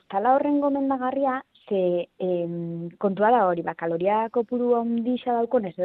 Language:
Basque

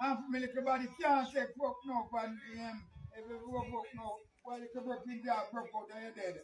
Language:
Jamaican Creole English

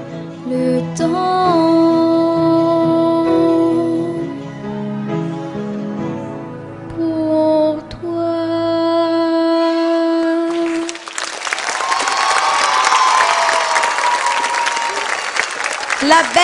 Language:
French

